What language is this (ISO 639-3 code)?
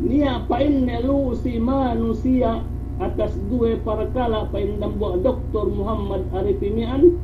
yka